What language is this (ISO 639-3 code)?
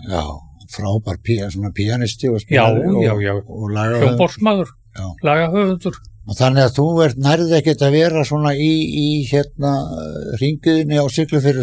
isl